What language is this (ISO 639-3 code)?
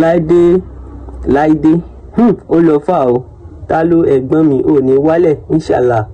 yor